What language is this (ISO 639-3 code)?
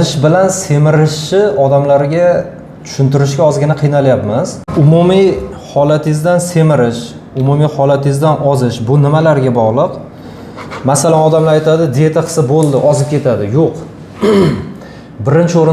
uzb